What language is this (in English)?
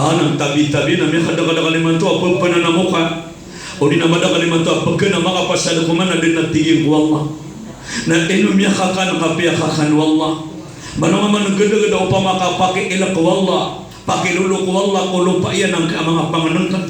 Maranao